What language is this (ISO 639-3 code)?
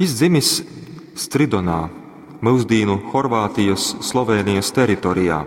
ltg